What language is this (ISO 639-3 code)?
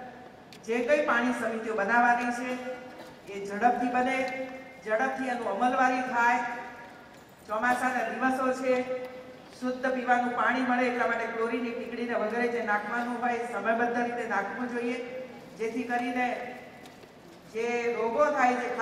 guj